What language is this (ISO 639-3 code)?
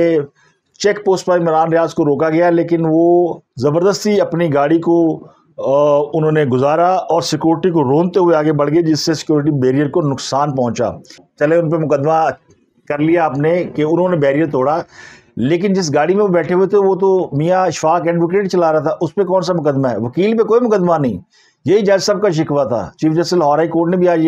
urd